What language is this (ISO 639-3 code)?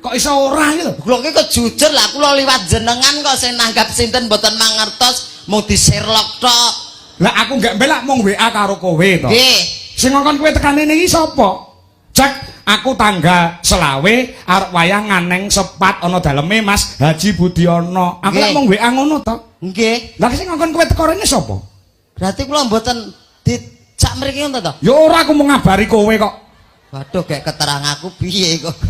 jav